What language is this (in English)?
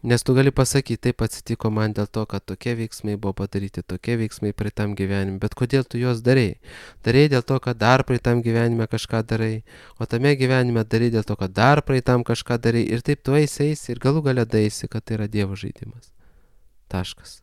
Lithuanian